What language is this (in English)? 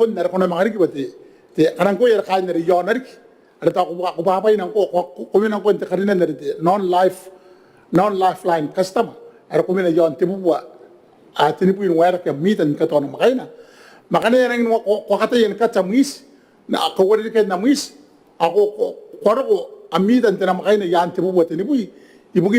Gilbertese